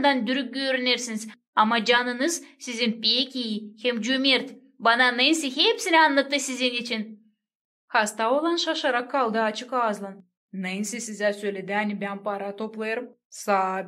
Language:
Gagauz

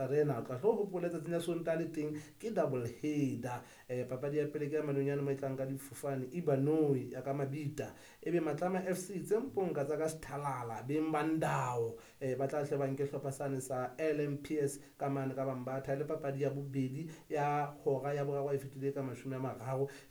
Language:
Southern Sotho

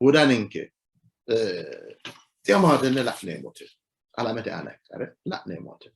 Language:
Sidamo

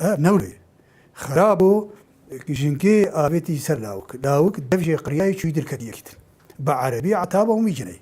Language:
Kurdish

